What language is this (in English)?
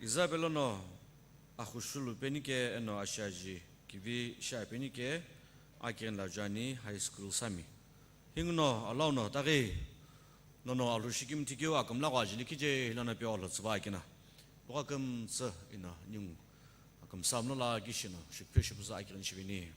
Sumi Naga